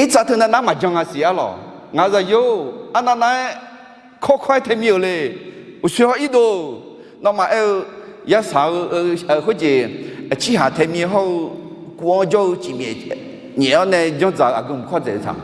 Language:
Akha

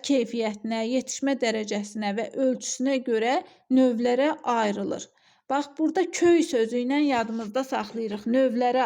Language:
Azerbaijani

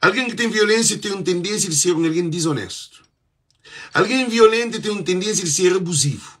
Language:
Kabuverdianu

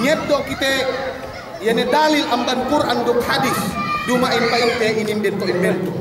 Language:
Yakan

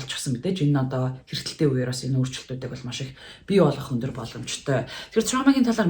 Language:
Mongolian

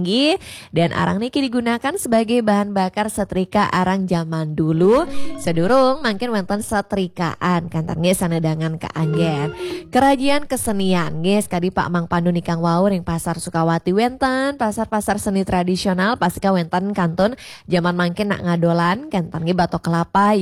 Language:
Balinese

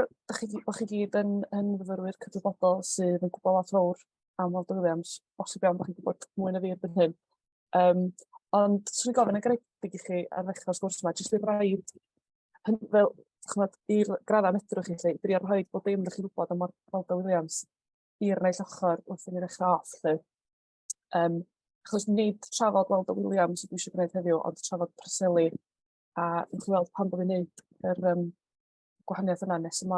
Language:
Welsh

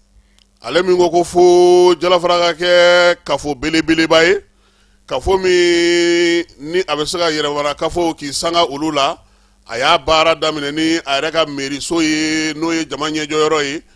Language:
Bambara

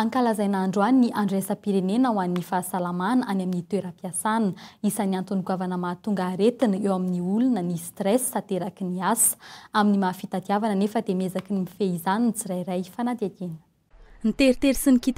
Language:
Malagasy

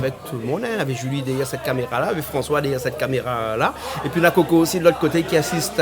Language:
Réunion Creole French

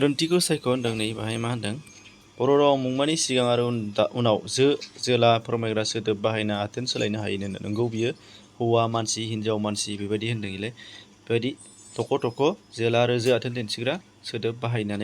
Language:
Bodo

